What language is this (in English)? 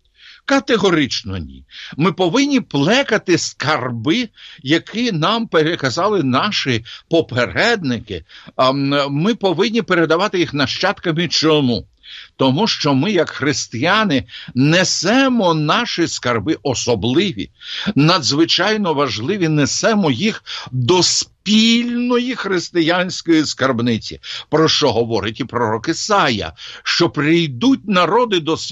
Ukrainian